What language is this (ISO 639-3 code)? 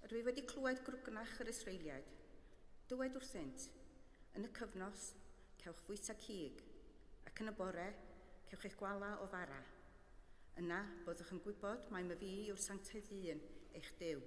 cym